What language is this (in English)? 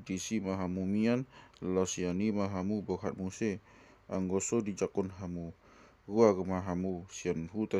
Batak Toba